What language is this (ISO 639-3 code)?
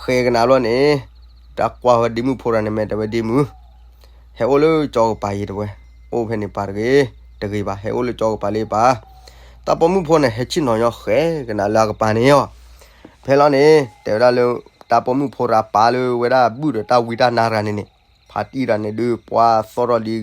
ksw